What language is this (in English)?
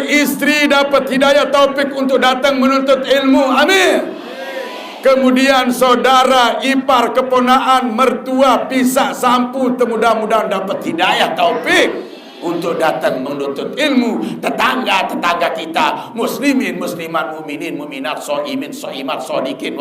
Sasak